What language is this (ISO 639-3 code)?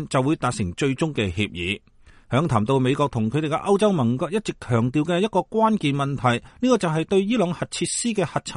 yue